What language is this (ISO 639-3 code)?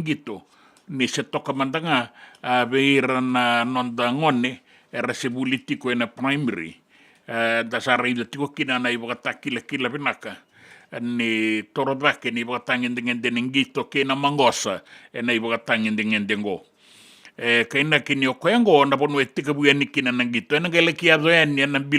fij